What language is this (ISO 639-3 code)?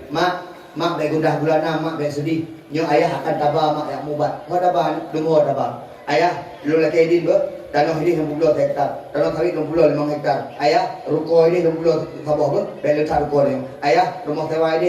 ace